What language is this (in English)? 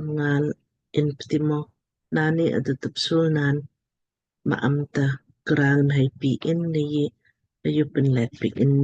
Lamkang